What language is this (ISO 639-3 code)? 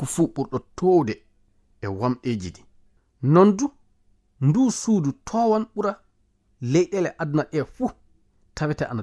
ful